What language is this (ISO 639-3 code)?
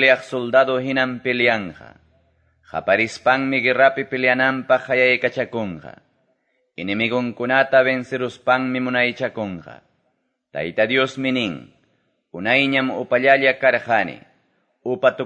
que